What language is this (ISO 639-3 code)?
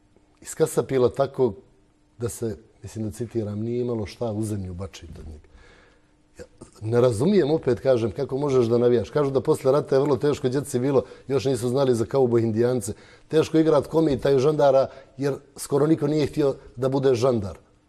bos